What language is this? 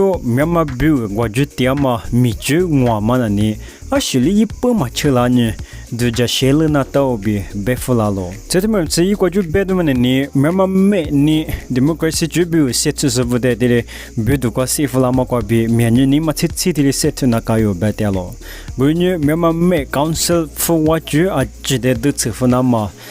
Lisu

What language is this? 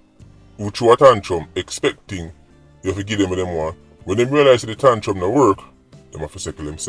Jamaican Creole English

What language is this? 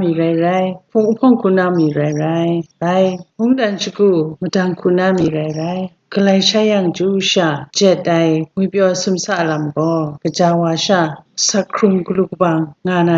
Kachin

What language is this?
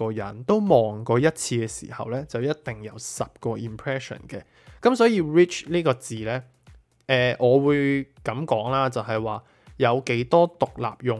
Cantonese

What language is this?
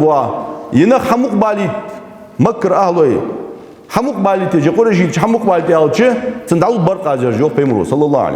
Ingush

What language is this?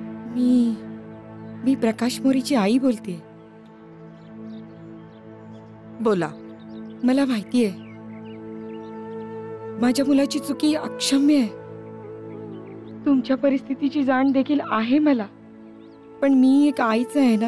Marathi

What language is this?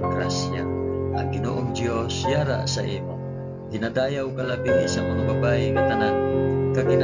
Hiligaynon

